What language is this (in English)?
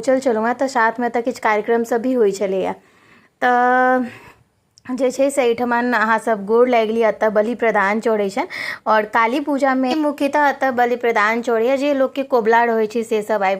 Maithili